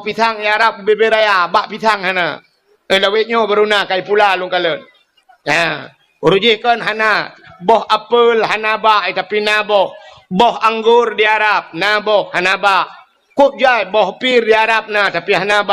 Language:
Achinese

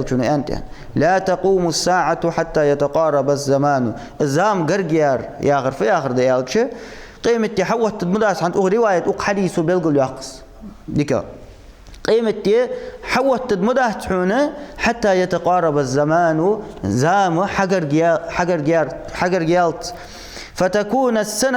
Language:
Ingush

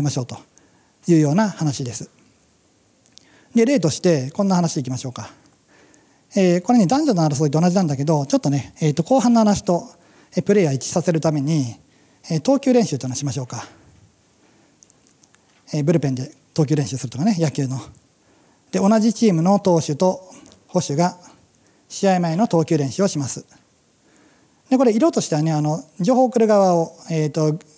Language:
Japanese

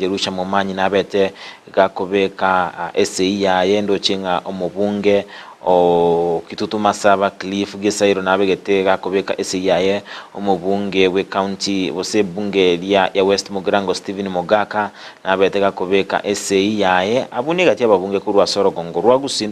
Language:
Gusii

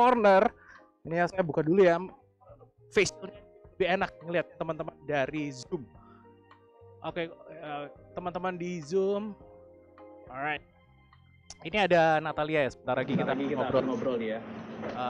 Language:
Indonesian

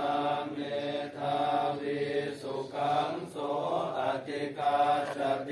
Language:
Pali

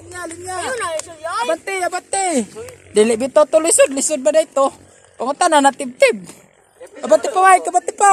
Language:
Cebuano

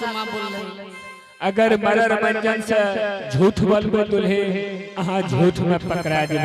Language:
Angika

